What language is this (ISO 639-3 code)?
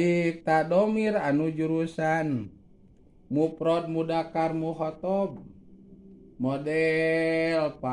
sun